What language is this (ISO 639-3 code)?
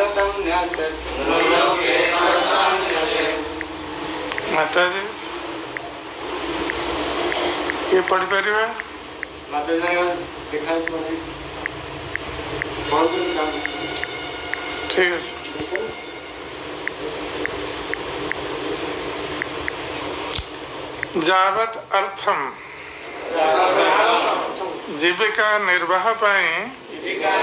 ori